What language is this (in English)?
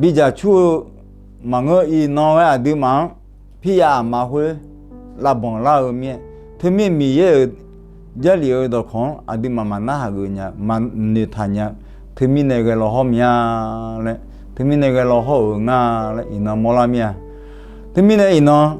Akha